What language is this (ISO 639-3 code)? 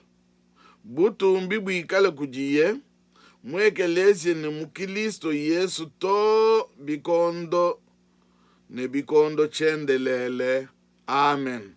lua